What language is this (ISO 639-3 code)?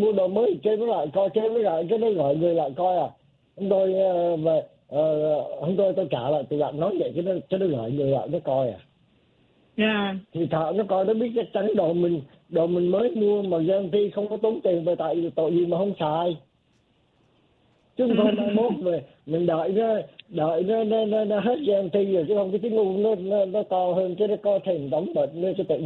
vie